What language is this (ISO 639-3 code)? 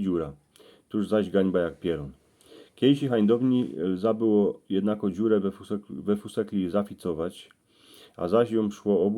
szl